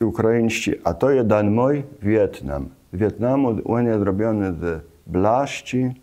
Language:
Kashubian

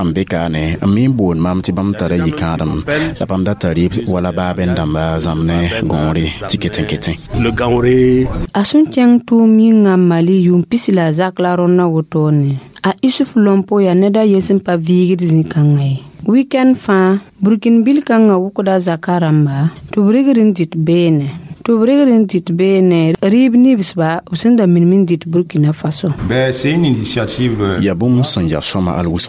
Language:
Mossi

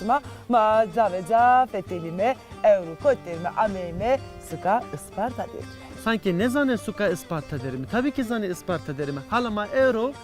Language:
Zaza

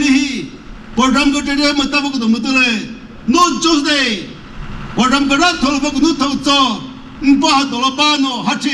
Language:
Chokri Naga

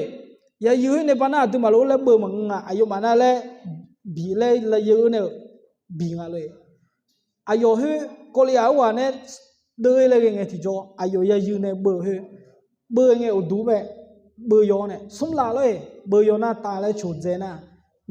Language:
Akha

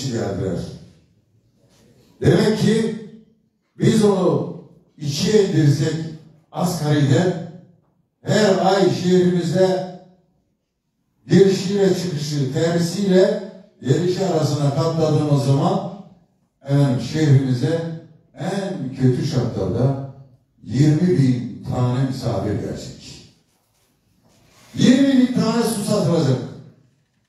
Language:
Turkish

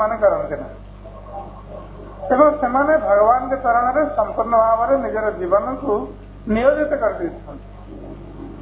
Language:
Odia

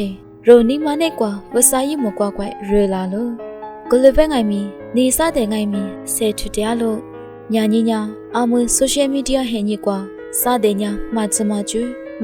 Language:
Lisu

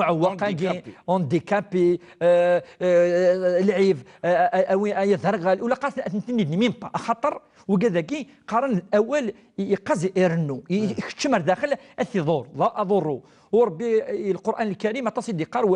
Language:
Kabyle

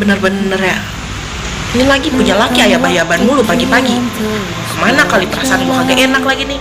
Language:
Betawi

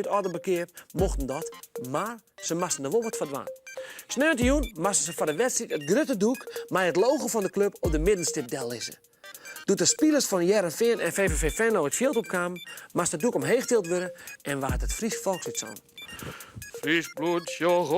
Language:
Western Frisian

